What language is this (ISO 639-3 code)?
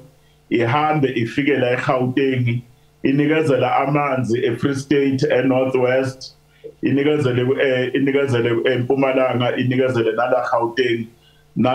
zul